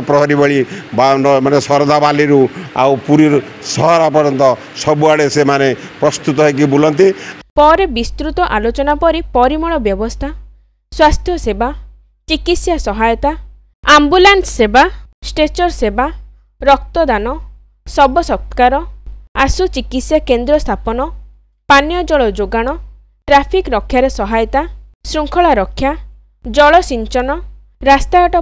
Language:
Odia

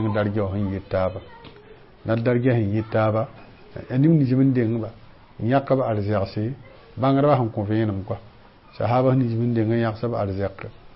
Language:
Mossi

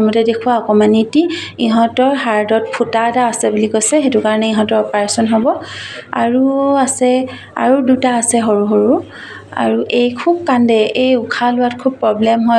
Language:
Assamese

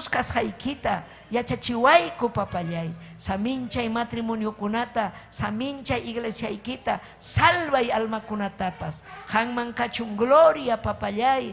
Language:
Ayacucho Quechua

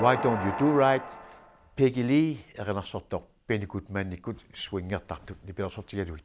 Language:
Kalaallisut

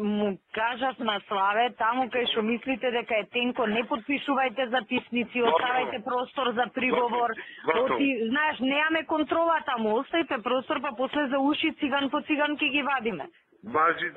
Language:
Macedonian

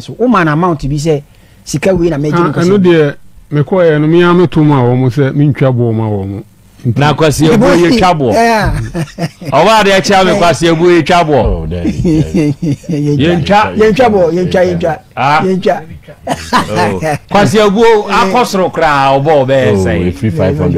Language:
Akan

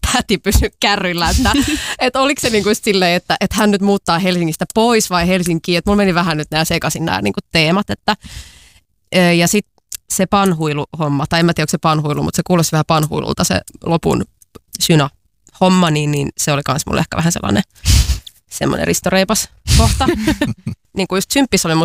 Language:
Finnish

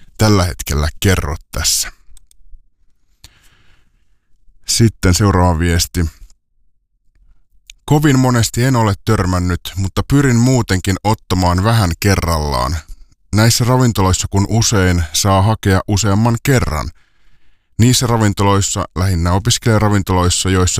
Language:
Finnish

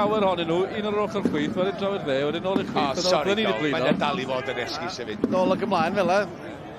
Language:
Welsh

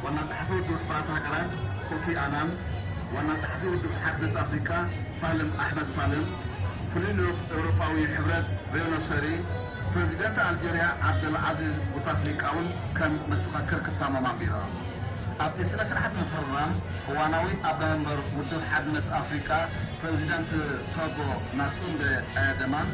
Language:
Tigrinya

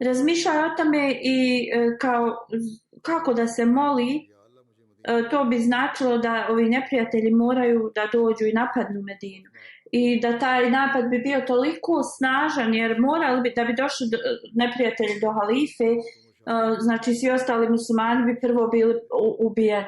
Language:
Bosnian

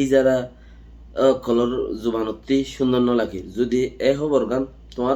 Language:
Rohingya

